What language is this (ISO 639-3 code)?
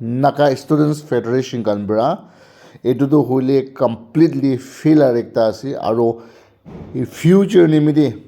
nag